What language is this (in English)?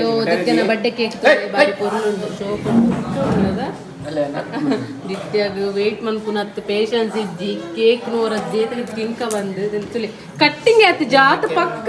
Tulu